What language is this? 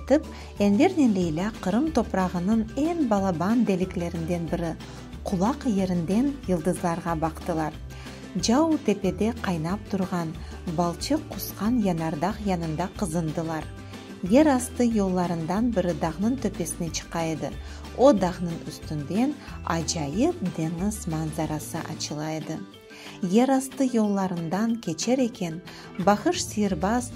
Crimean Tatar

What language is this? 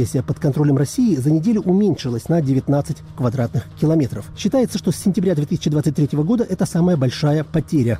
Russian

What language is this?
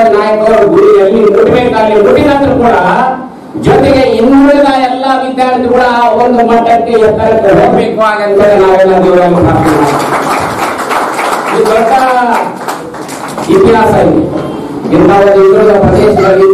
Kannada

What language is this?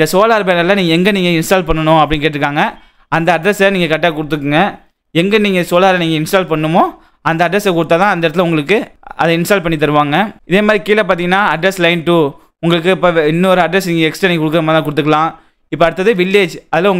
Tamil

